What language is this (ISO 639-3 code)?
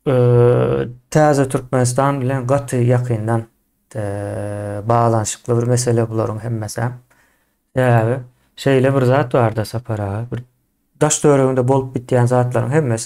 tuk